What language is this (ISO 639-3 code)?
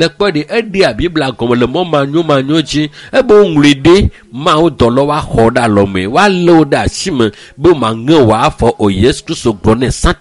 ewe